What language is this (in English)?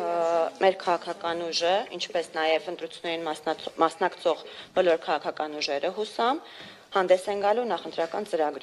Armenian